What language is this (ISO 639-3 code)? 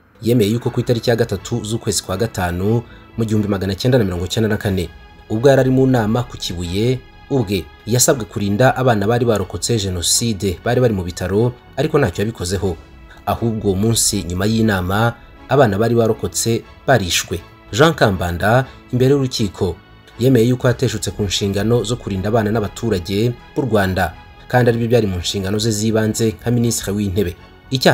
kin